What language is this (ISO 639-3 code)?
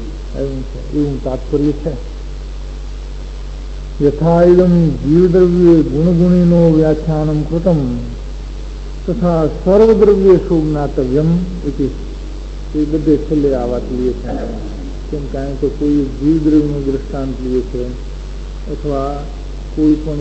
guj